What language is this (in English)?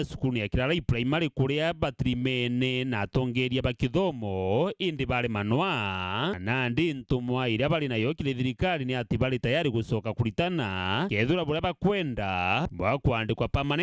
Meru